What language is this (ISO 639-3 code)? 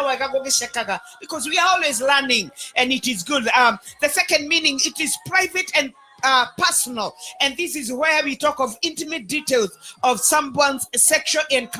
kik